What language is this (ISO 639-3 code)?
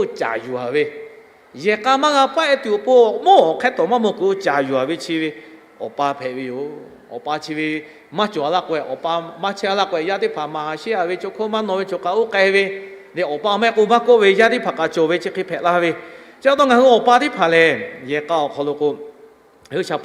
lhu